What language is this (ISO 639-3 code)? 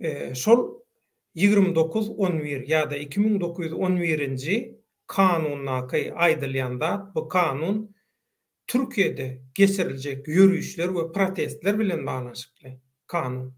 tuk